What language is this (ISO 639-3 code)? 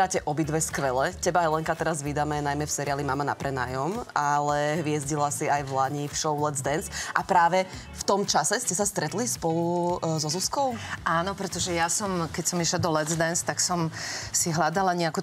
slk